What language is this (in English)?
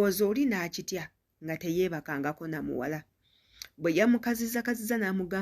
Ganda